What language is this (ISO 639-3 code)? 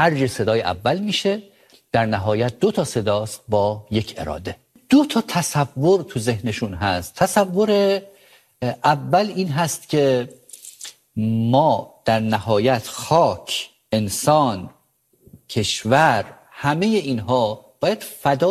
fas